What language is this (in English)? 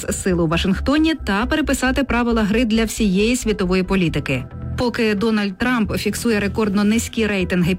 Ukrainian